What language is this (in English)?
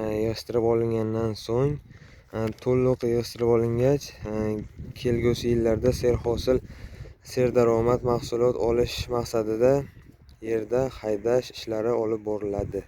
Uzbek